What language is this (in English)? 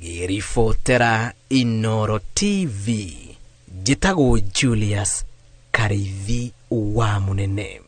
Kikuyu